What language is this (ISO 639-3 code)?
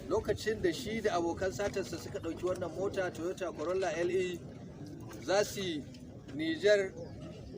hau